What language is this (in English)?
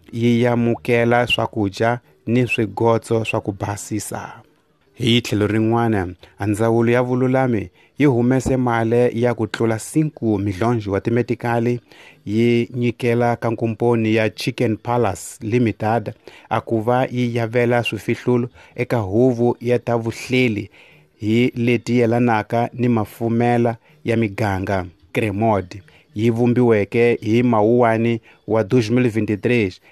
Tsonga